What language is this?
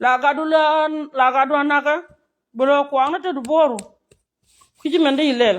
Nuer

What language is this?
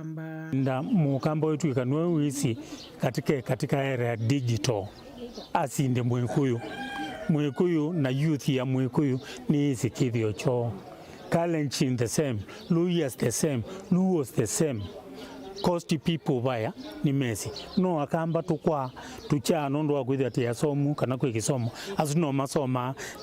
Kamba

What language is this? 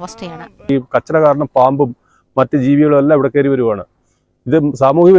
Malayalam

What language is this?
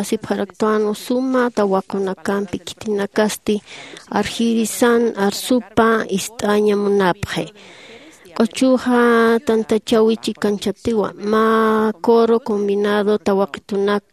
Aymara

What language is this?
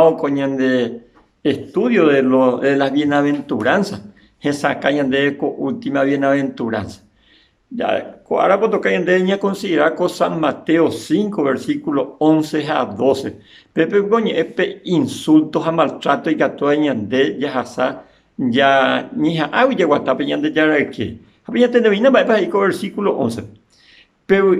Guarani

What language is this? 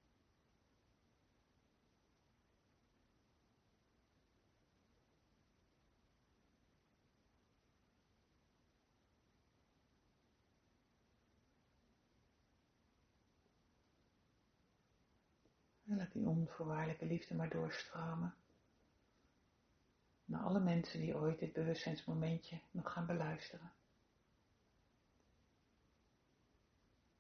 Dutch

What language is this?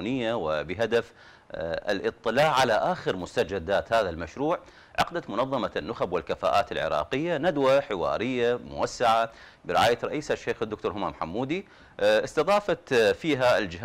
Arabic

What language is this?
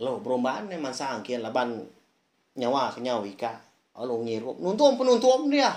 Iban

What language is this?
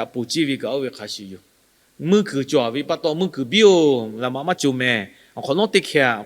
Lahu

